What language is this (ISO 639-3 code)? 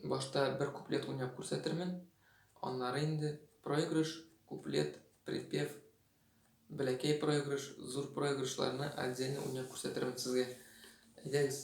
tat